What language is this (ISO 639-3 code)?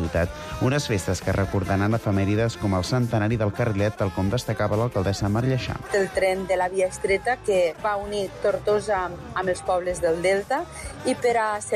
cat